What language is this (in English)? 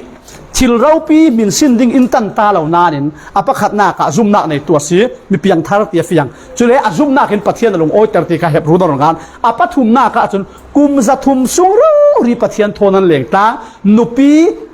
Falam Chin